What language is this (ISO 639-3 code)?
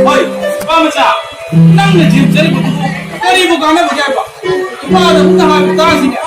mni